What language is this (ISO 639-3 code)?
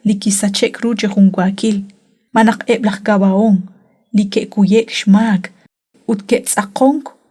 kek